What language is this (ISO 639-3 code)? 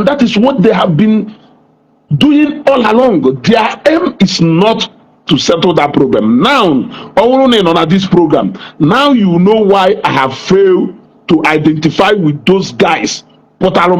ibo